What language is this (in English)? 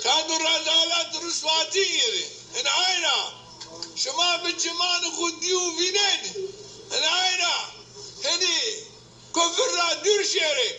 Zaza